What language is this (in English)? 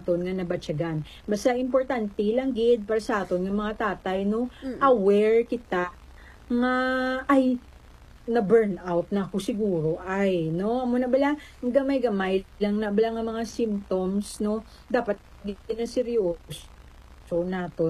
Hiligaynon